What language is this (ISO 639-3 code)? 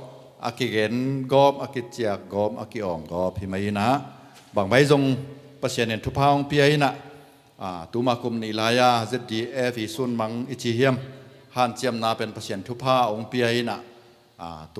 ctd